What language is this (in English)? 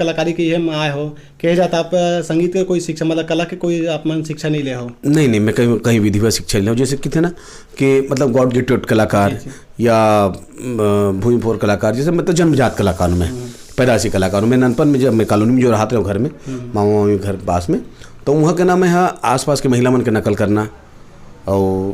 Chhattisgarhi